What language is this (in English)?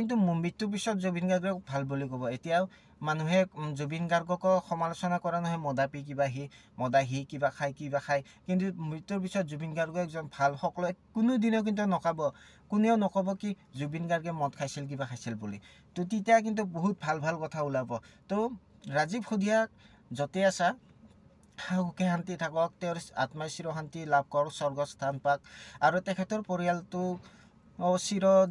Assamese